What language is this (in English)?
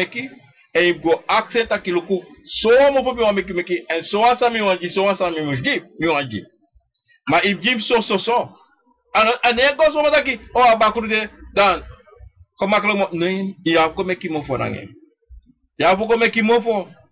Sranan Tongo